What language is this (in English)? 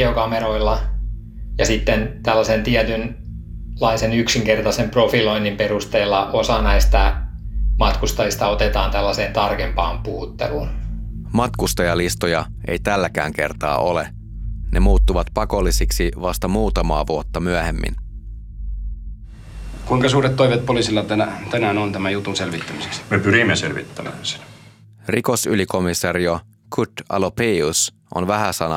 Finnish